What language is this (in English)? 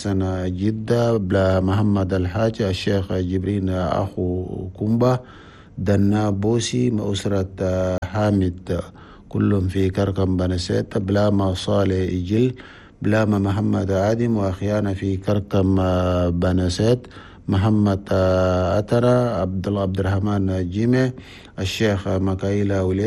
Chadian Arabic